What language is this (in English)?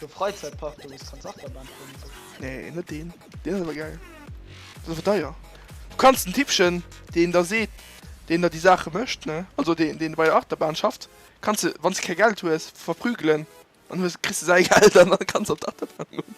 Luxembourgish